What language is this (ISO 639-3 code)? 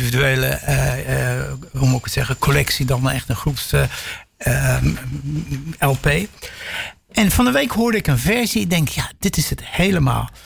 nld